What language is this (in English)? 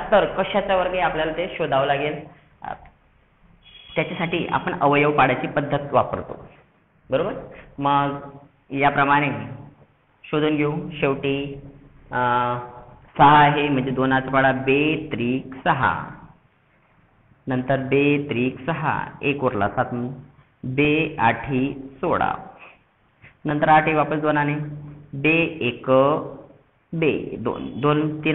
Marathi